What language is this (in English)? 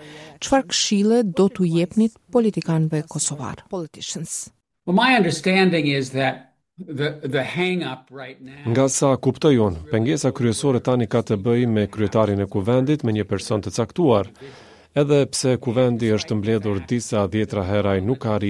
Albanian